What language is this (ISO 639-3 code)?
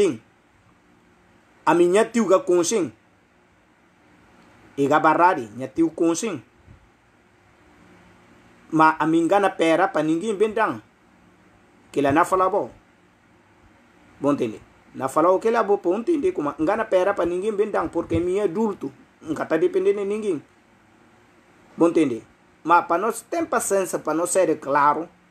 pov